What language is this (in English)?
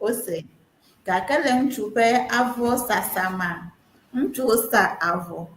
Ewe